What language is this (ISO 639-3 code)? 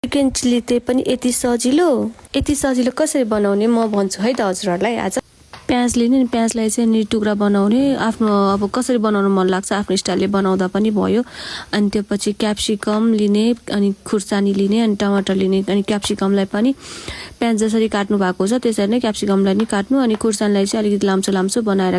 nep